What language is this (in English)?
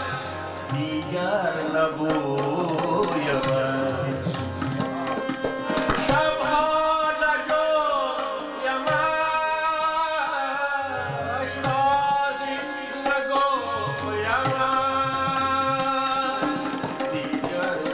Persian